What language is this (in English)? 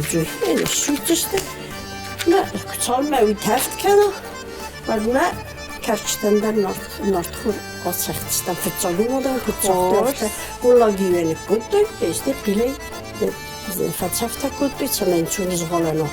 Ossetic